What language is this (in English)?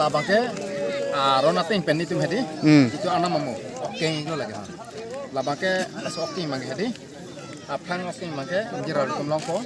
Karbi